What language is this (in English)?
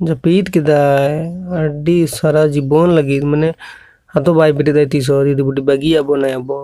Santali